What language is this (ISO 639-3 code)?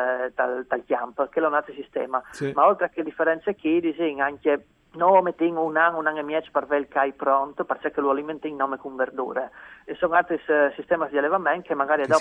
fur